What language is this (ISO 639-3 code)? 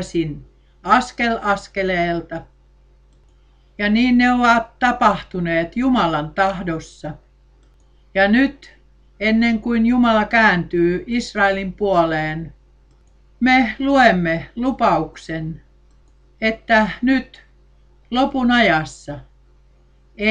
fin